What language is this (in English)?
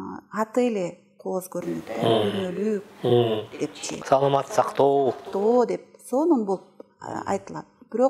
Kyrgyz